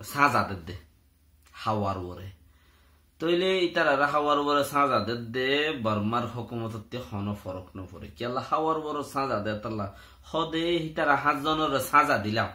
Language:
Rohingya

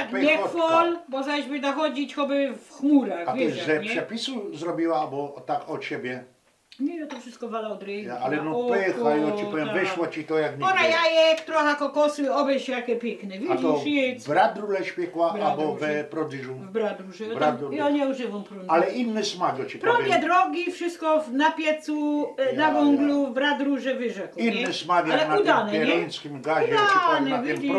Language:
Silesian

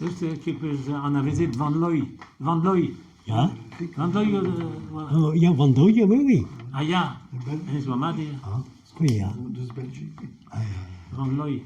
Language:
Breton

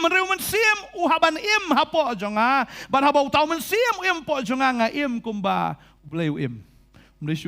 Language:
Khasi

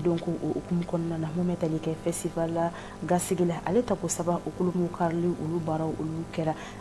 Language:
Bambara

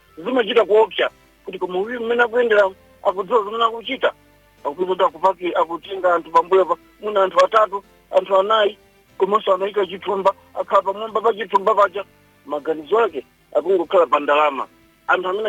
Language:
Nyanja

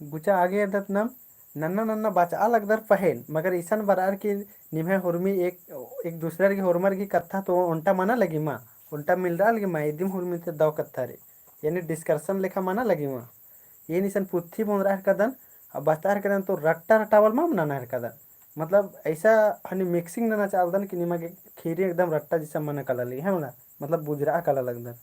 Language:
Kurukh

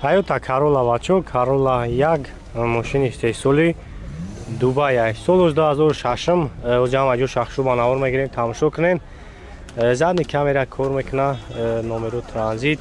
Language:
Tajik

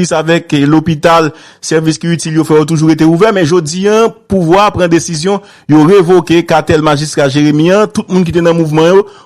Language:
Haitian Creole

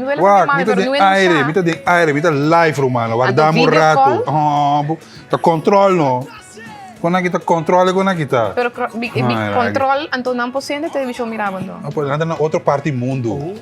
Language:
Papiamento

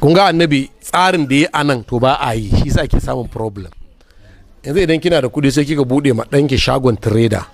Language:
Hausa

